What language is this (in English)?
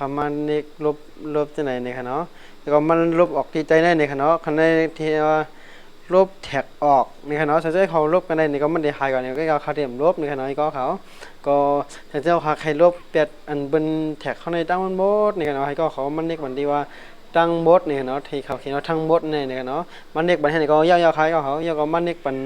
Shan